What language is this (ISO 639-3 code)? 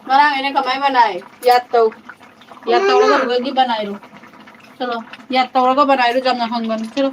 mni